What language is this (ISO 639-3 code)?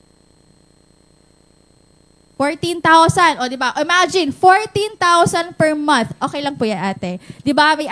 fil